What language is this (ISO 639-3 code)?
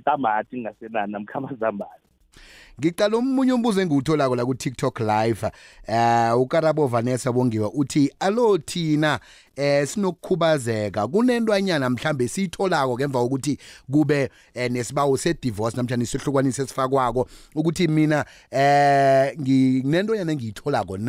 nbl